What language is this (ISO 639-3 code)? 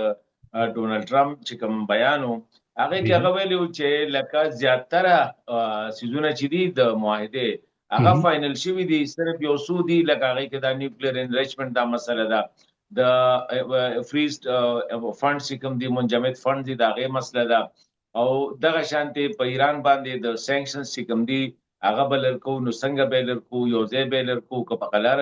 pus